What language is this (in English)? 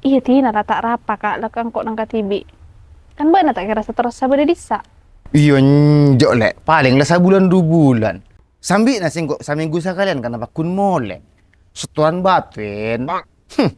Madurese